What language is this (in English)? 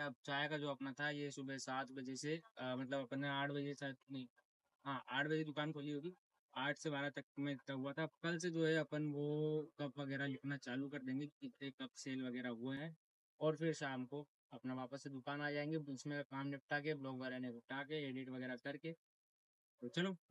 Hindi